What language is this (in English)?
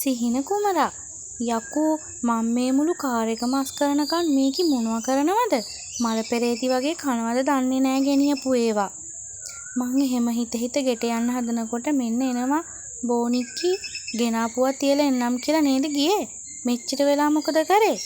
Sinhala